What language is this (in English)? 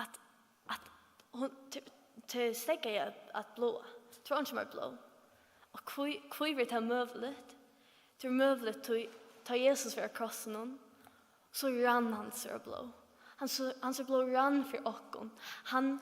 Faroese